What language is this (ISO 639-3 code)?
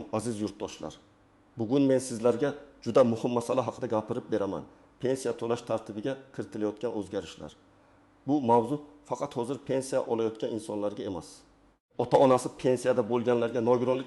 uzb